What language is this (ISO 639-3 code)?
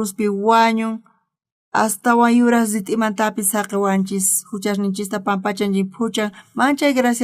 quh